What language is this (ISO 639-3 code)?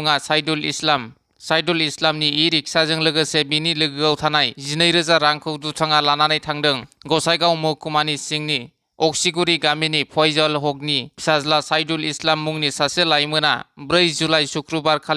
brx